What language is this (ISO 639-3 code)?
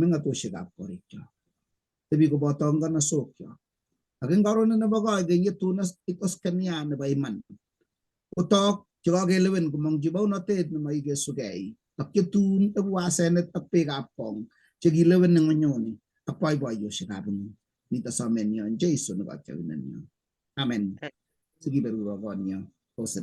kln